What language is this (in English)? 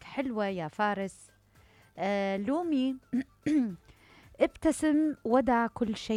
Mesopotamian Arabic